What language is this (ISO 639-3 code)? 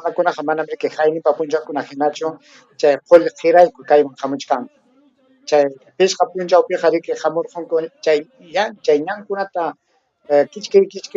quy